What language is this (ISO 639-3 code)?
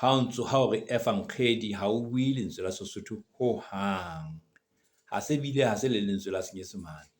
sot